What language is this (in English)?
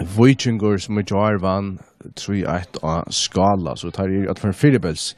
Faroese